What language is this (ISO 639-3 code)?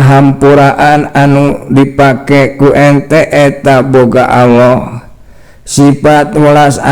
sun